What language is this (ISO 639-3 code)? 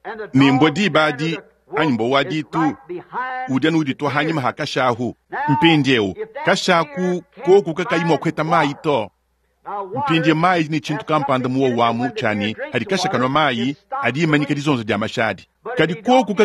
lua